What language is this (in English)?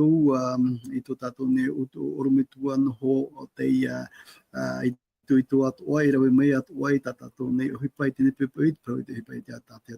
Tahitian